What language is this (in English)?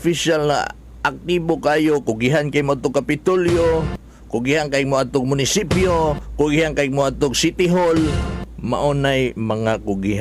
Cebuano